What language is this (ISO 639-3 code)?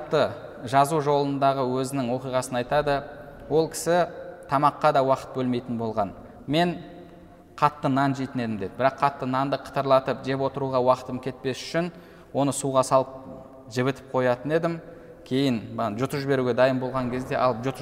kaz